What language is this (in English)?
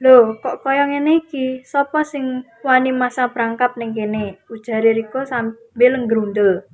Javanese